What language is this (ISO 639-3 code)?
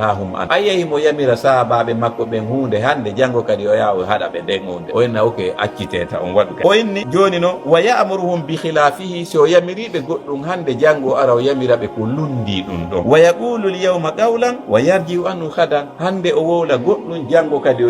ful